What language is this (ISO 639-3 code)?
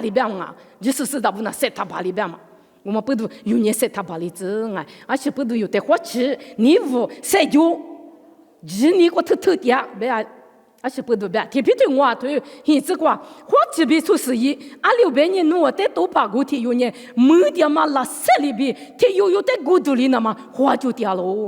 lis